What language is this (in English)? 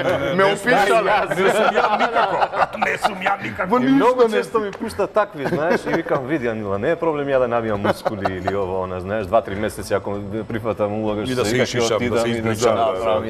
Macedonian